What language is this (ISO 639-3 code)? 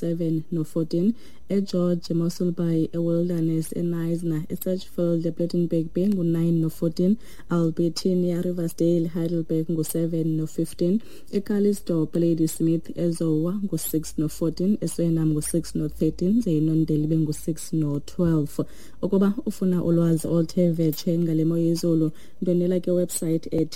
xho